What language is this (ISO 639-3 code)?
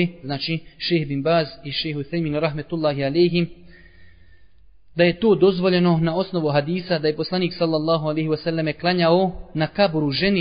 bos